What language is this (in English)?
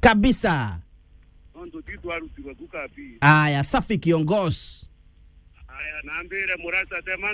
Meru